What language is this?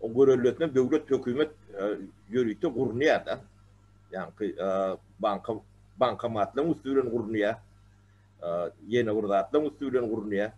Turkmen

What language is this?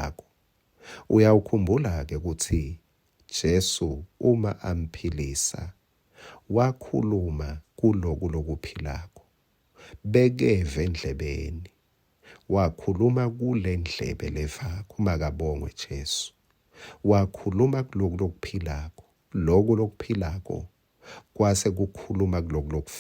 Swati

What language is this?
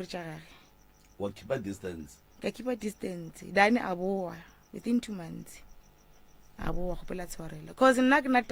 Northern Sotho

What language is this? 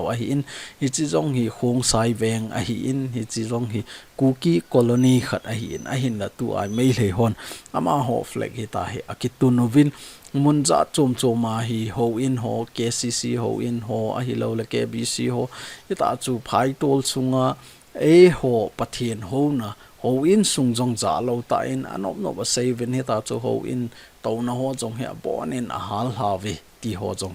Thado Chin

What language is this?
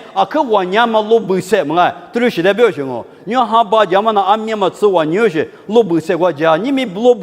Lisu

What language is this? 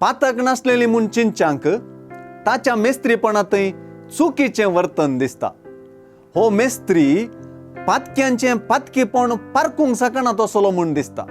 Konkani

